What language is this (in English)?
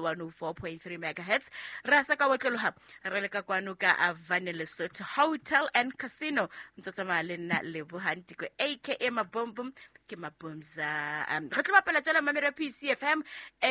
Southern Sotho